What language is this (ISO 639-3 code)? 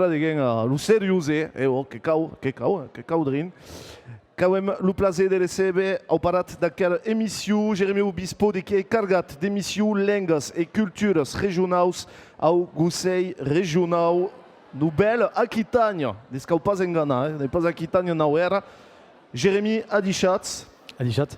oci